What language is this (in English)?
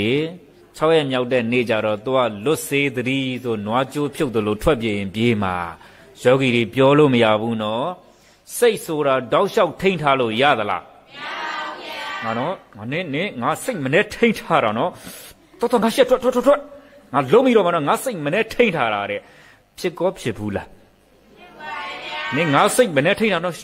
Burmese